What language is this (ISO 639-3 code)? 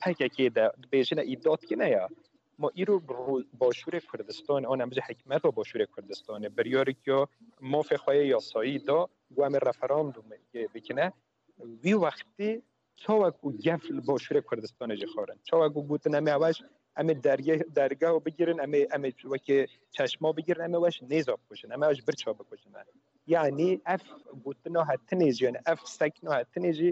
kur